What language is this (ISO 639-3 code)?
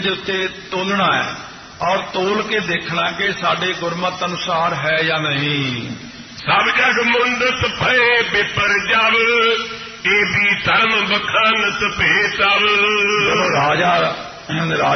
pan